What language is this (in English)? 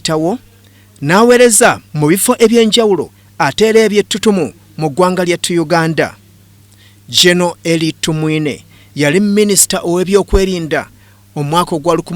Ganda